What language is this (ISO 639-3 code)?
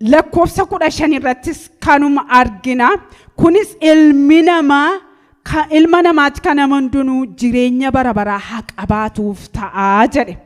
orm